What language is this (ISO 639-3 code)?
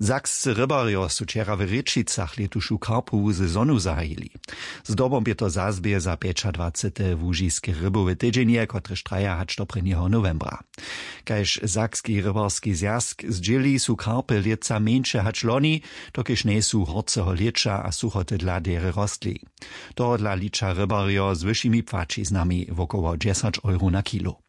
hsb